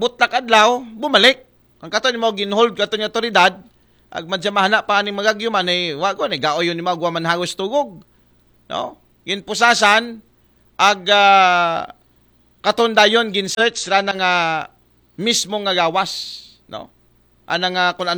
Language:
Aklanon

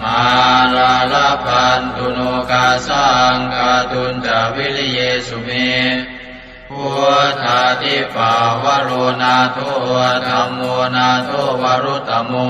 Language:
Pali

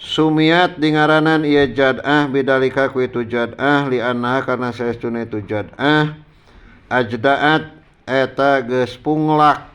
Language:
Sundanese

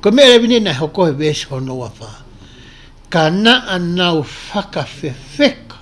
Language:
Tongan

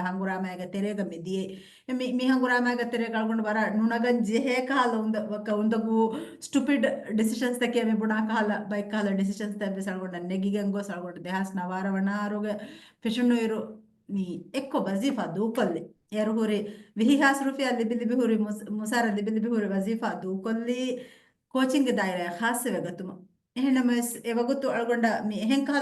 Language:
Divehi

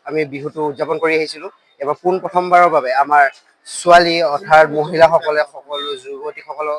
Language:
Assamese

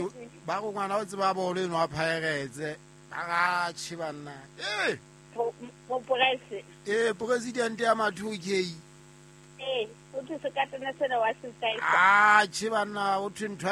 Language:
Southern Sotho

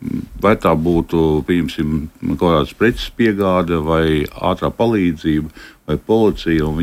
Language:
Latvian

